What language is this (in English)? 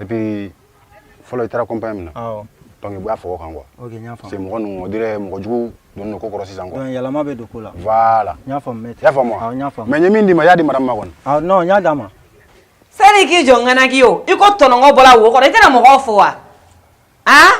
Bambara